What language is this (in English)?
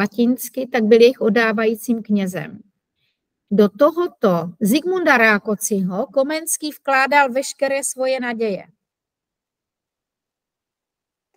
Czech